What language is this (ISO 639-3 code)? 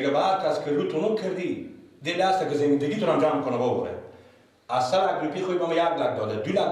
fas